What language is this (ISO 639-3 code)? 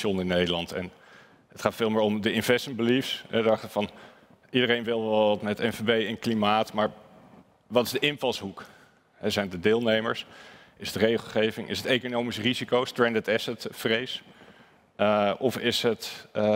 nld